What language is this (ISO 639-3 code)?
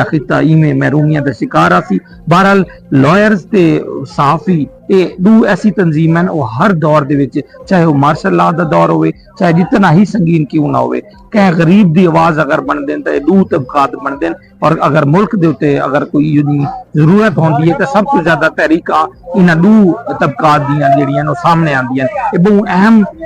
skr